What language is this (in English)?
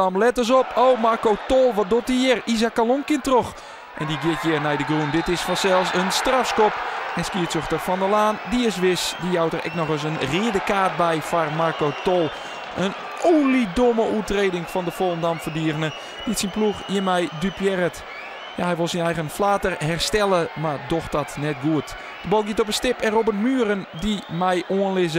Western Frisian